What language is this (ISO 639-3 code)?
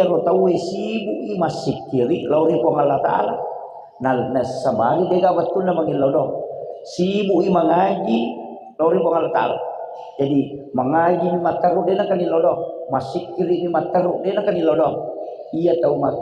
bug